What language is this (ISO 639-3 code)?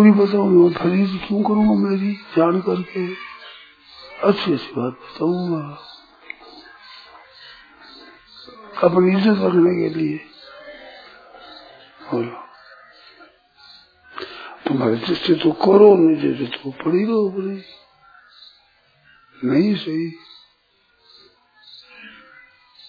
hin